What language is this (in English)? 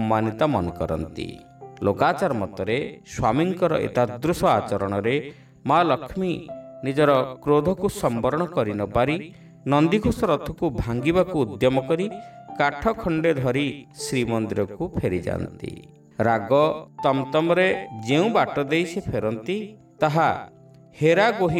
Odia